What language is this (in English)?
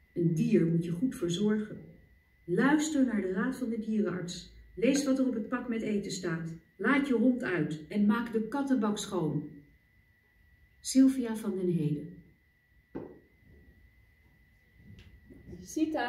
Dutch